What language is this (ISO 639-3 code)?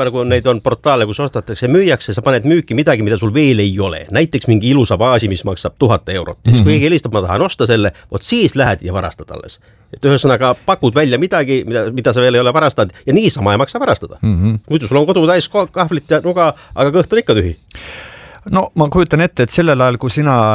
est